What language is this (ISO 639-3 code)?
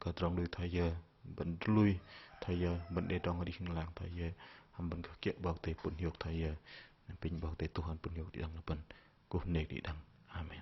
bdq